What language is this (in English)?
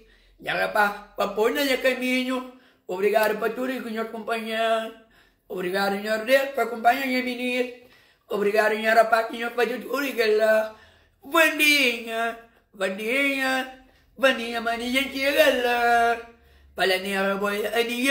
Kabuverdianu